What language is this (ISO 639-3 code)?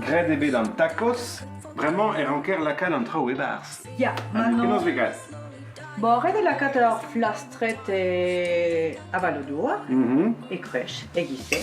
bre